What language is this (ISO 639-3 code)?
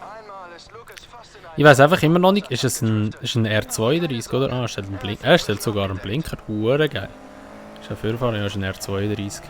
gsw